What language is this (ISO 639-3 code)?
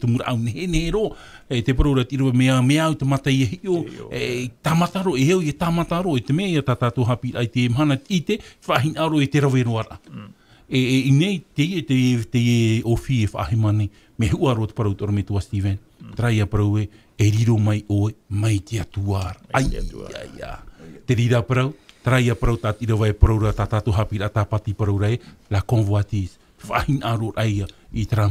tah